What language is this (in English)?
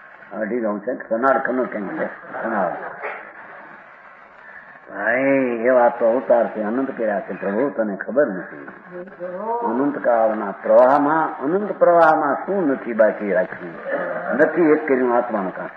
Gujarati